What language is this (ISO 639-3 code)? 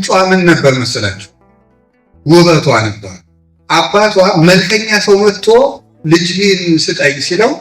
amh